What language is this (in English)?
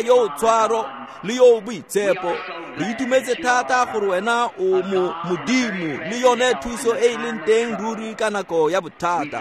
Tswana